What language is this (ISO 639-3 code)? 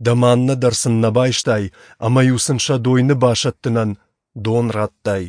oss